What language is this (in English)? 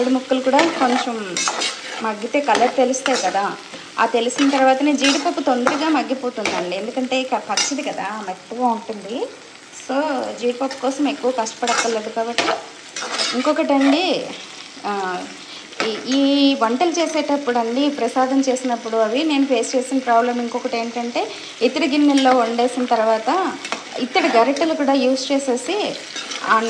Telugu